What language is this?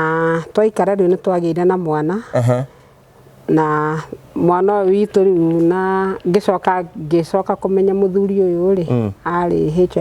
Kikuyu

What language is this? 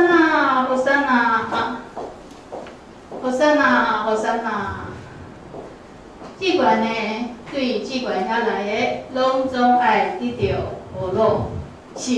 Min Nan Chinese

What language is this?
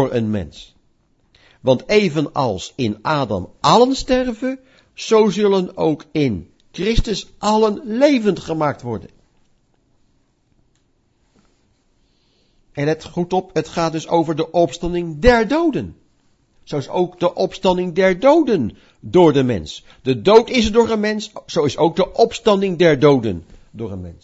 Dutch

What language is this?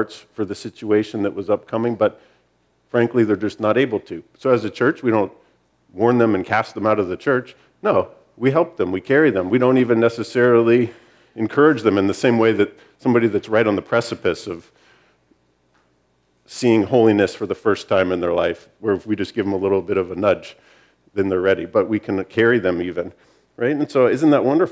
English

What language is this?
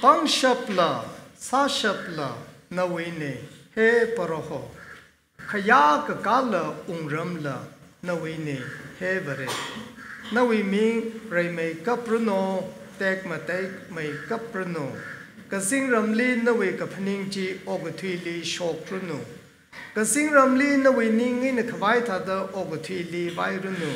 Tangkhul Naga (India)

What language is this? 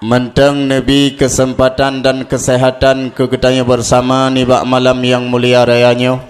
Achinese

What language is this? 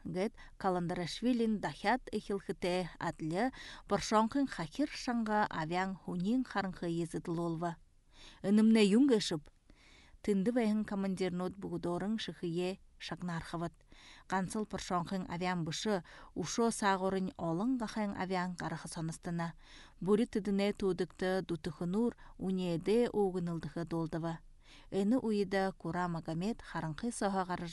Buriat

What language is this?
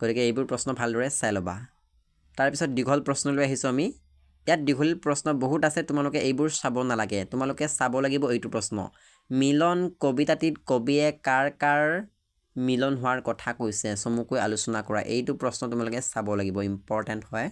Assamese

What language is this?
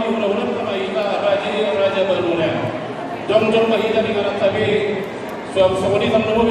Batak Toba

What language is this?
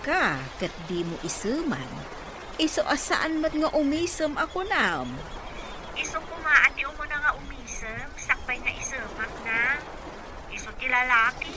Iloko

